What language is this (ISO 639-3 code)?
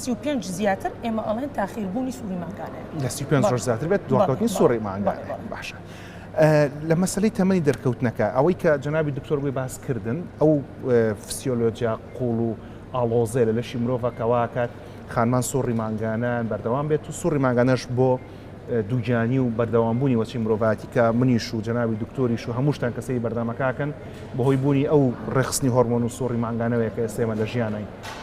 ckb